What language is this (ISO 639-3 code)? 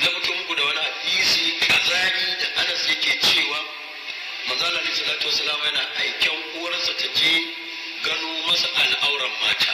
hau